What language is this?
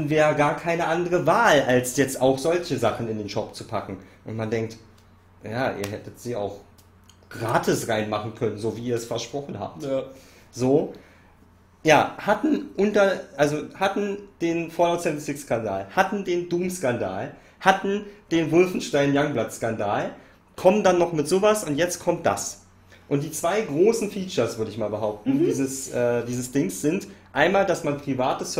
German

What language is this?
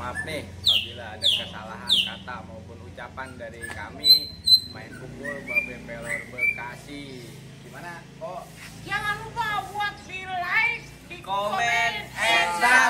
Betawi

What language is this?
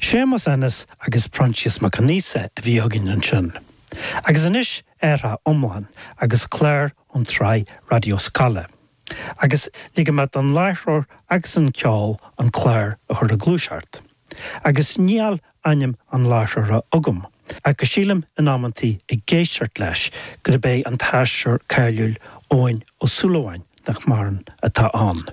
Irish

